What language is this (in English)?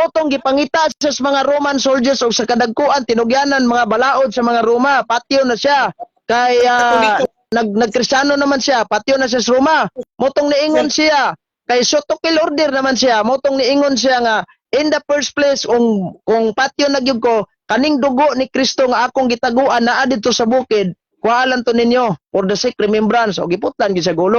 Cebuano